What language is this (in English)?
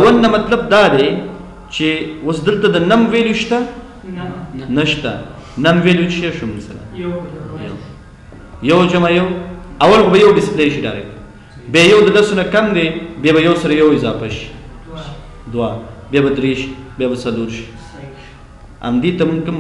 Pashto